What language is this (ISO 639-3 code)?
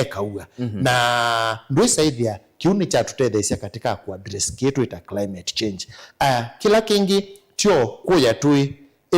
kam